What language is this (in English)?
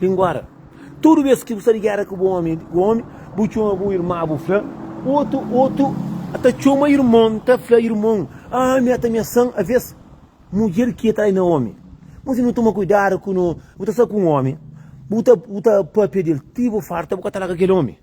Kabuverdianu